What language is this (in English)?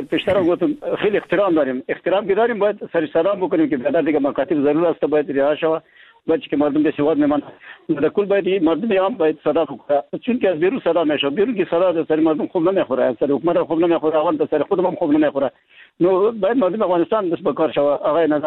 Persian